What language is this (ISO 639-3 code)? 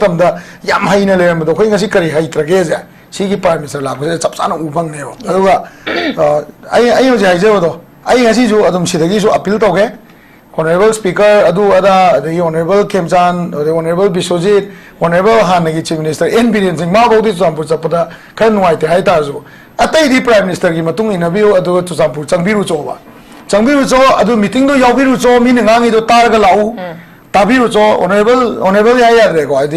mni